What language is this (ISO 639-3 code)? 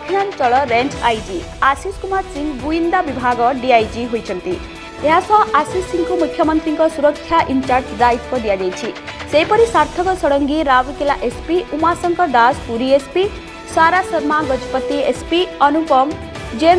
ori